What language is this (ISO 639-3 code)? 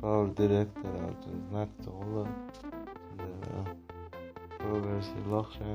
che